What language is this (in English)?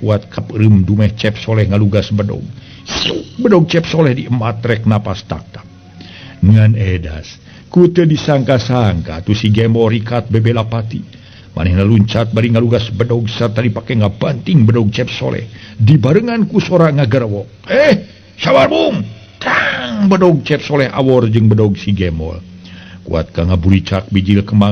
Sundanese